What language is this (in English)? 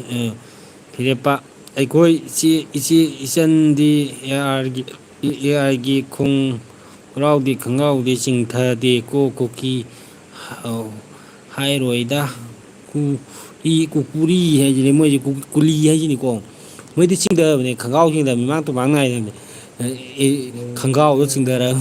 Manipuri